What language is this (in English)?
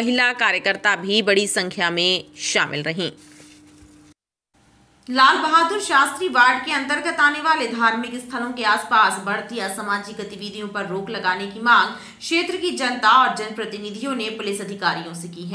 Hindi